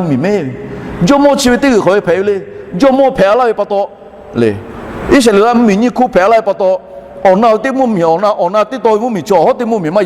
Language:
Lahu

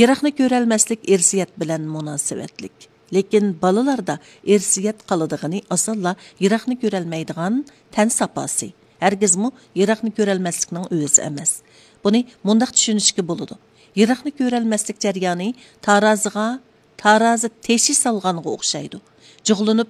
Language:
Uyghur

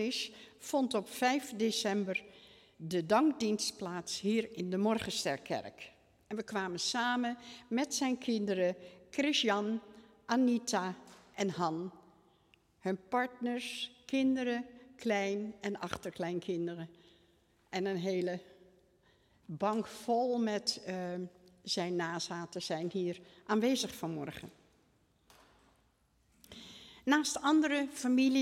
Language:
Dutch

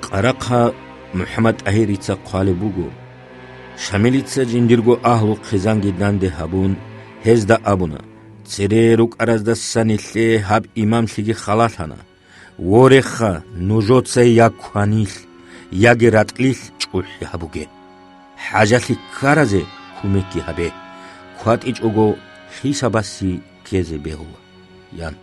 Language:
Avaric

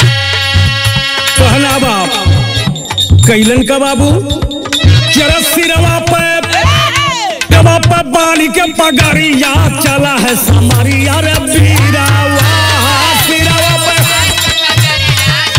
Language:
Bhojpuri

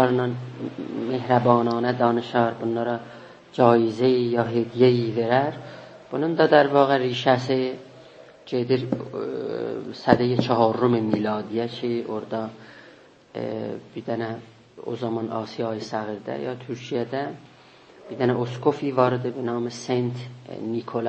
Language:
South Azerbaijani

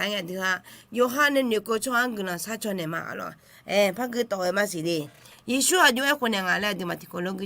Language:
Akha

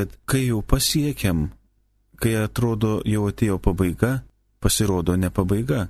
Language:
Lithuanian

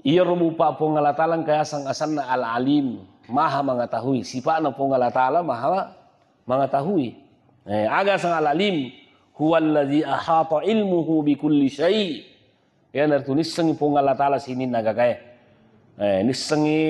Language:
Buginese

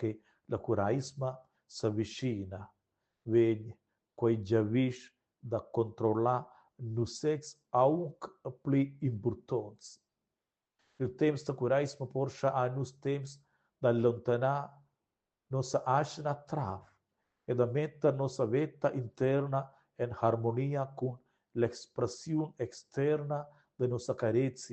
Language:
Romansh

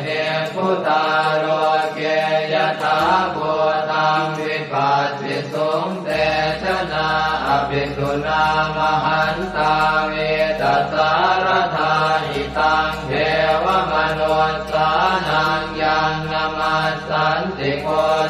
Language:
Pali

